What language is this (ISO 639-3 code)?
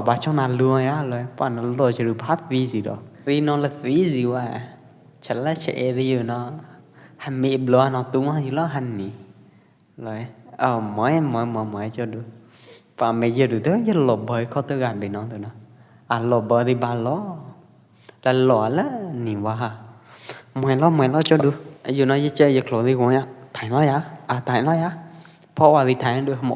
kjp